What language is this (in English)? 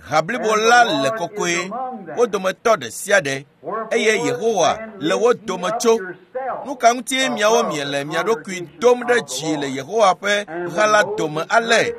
Ewe